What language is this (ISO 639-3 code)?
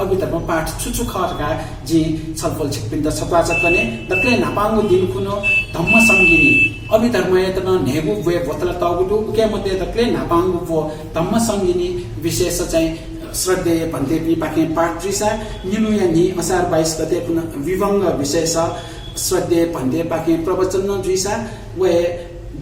new